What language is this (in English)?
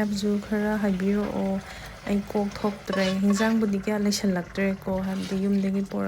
Manipuri